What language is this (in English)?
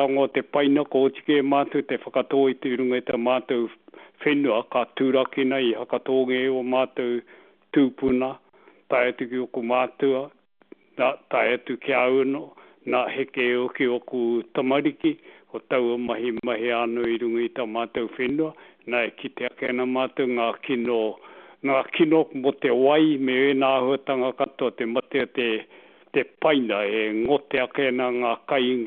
Māori